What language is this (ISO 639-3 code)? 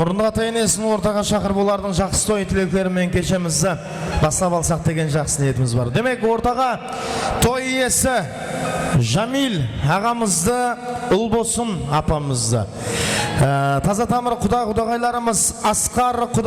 kaa